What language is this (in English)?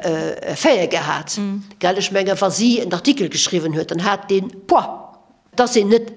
Luxembourgish